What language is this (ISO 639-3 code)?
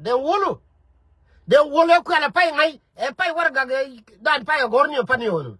nus